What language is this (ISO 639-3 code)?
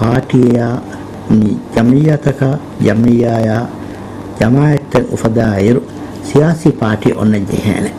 div